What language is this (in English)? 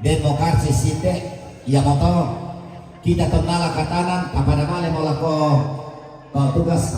Toraja-Sa'dan